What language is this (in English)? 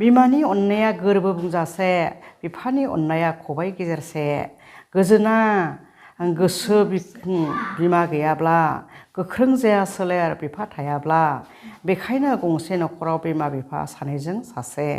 Bodo